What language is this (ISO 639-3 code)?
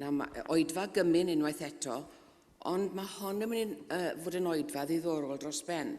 cym